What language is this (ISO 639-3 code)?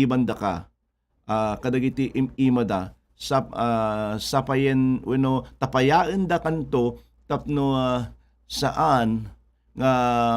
ilo